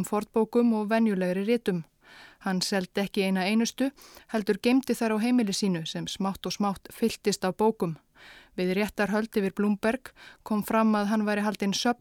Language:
Icelandic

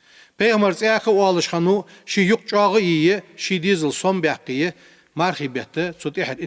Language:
Ingush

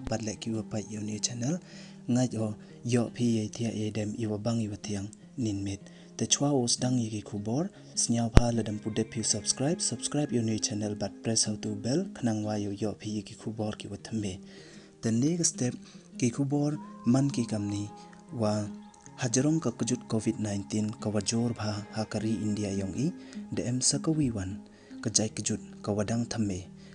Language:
Pnar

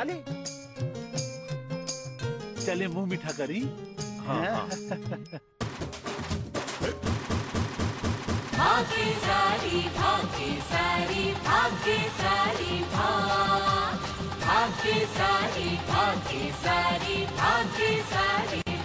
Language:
Bhojpuri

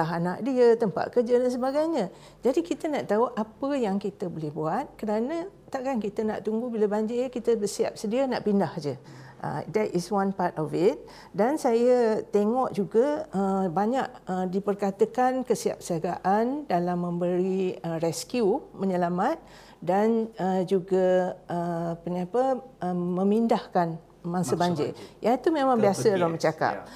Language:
Malay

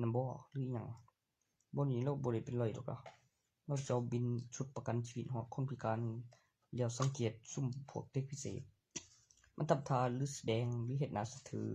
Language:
Northeastern Thai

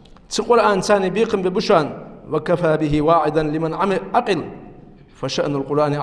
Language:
Ingush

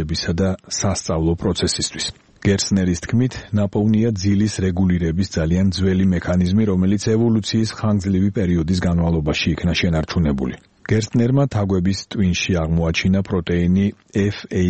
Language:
Georgian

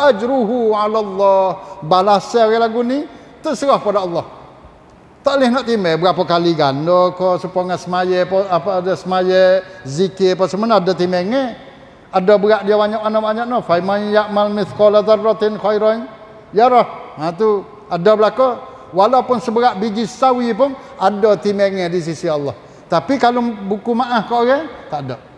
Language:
Malay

